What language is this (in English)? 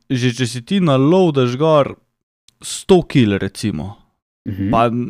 Slovenian